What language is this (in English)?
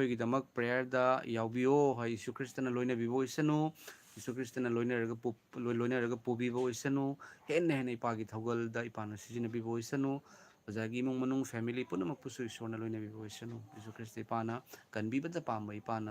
Manipuri